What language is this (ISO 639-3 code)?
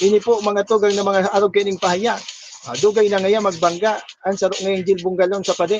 bik